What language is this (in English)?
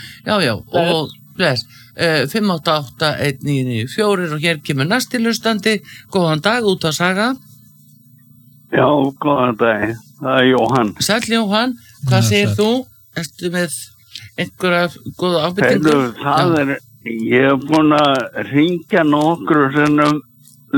Icelandic